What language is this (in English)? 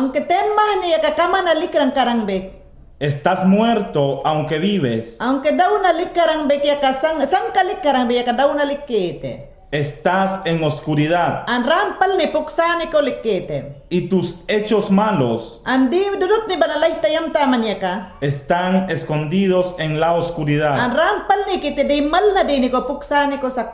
Mayangna